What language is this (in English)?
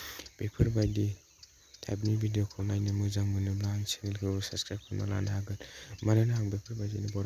Bodo